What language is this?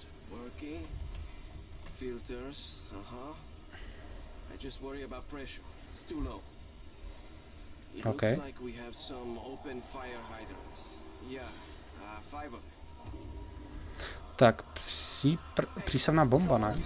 Czech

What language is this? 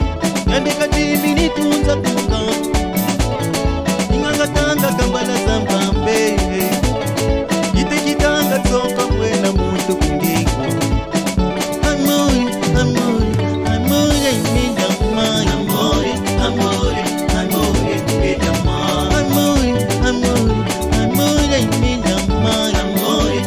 Swahili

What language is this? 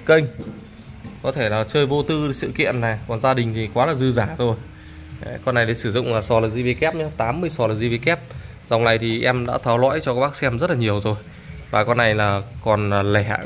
Vietnamese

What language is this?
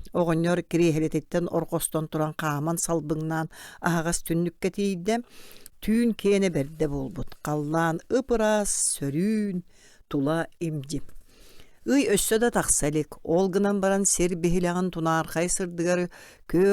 Yakut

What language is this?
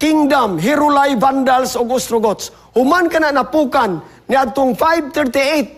Cebuano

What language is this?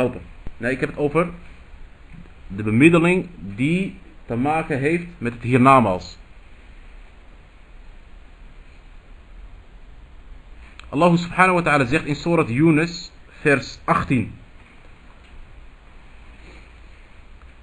Dutch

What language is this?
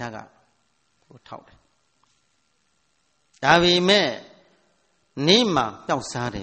Burmese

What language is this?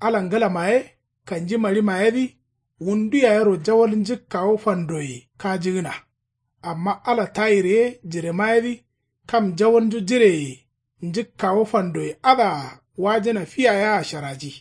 Kanuri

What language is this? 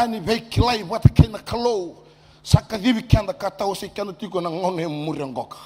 Fijian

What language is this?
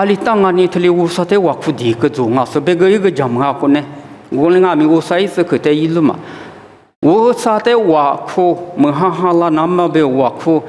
Lisu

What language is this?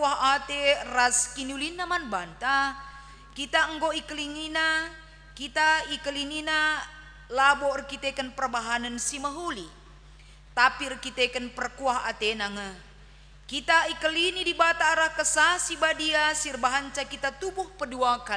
Batak Karo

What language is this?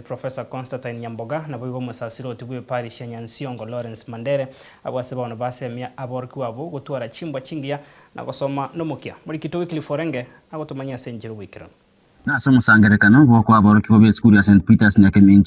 Gusii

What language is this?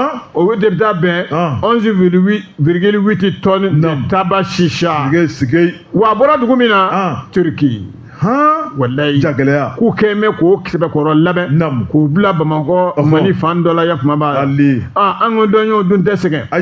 Bambara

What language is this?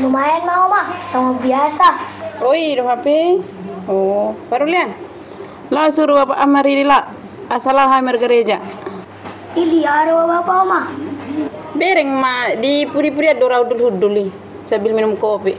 Batak Toba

